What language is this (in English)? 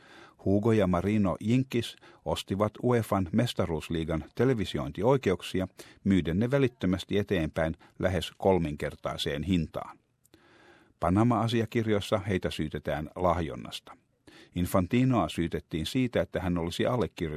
Finnish